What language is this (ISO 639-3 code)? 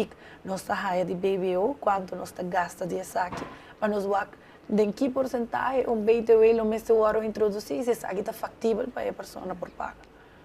pap